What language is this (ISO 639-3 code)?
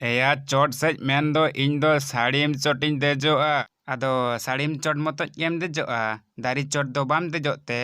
sat